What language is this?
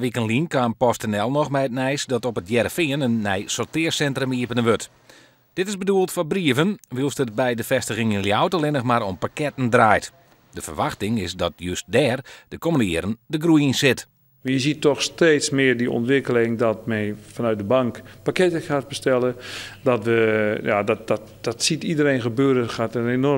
Western Frisian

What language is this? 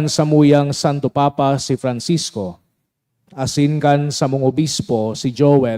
Bikol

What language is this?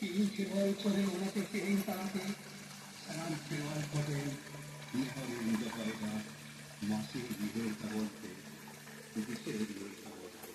Santali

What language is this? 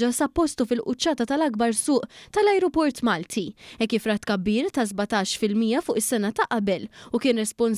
Maltese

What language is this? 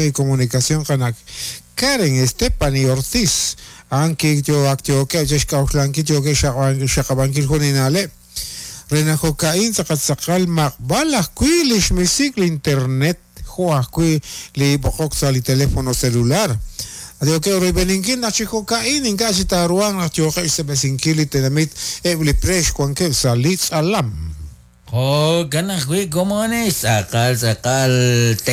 Kekchí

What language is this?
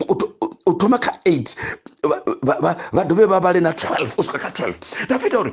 Venda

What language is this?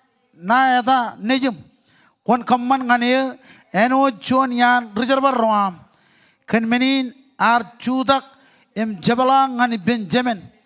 Marshallese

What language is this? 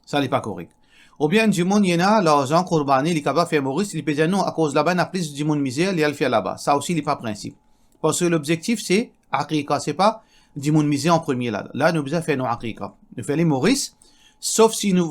Morisyen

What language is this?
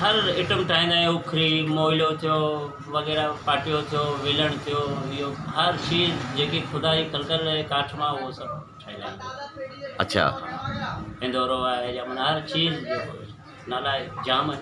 Sindhi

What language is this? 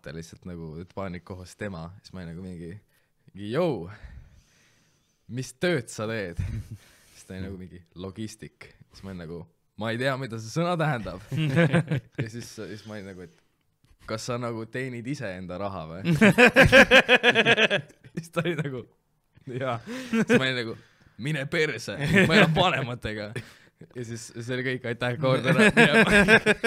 Estonian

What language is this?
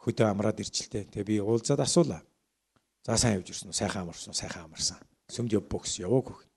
Mongolian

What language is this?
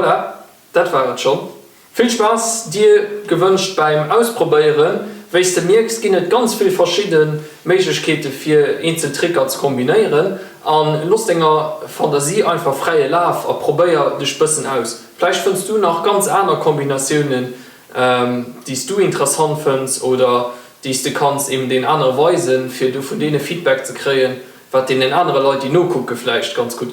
Luxembourgish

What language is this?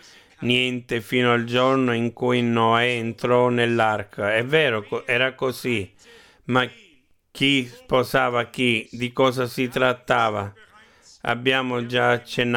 Italian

